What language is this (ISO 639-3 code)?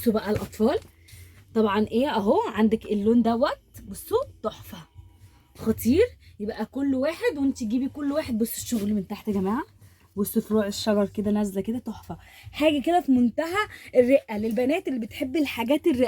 arz